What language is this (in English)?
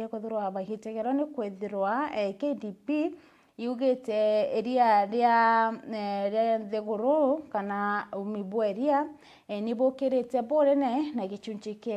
Meru